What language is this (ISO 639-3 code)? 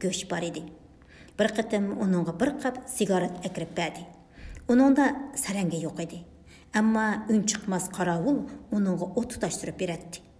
uig